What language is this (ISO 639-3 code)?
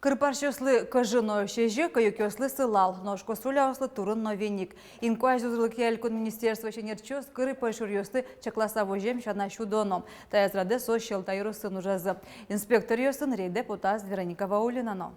udm